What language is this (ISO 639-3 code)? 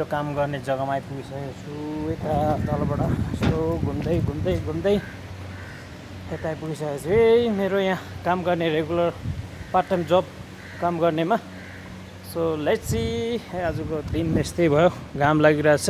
nep